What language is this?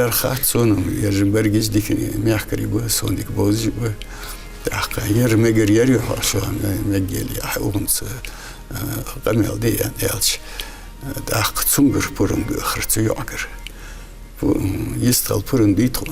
Ingush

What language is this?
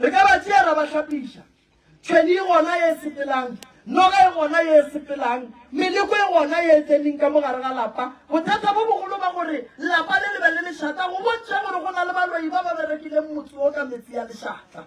Northern Sotho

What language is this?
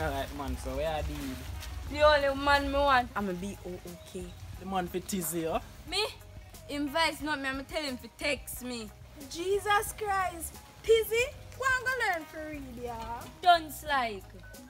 Jamaican Creole English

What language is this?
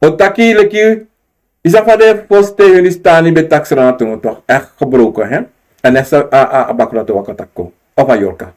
Sranan Tongo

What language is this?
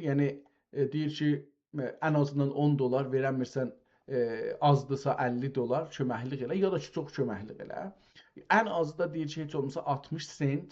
South Azerbaijani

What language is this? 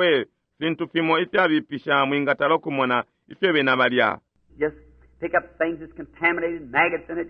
Bemba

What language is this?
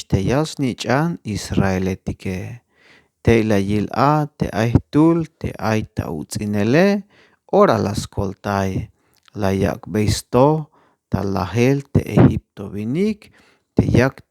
Tzeltal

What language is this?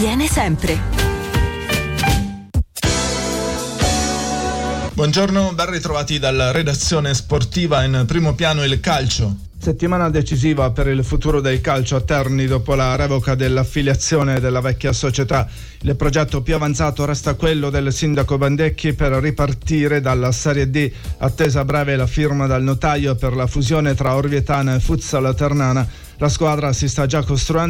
Italian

